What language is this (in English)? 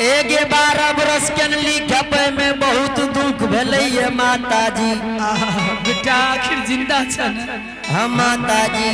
Angika